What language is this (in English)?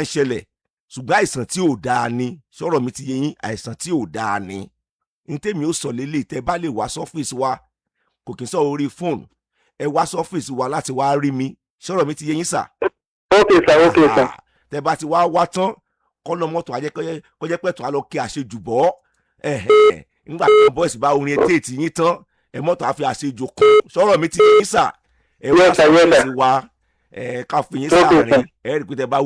Yoruba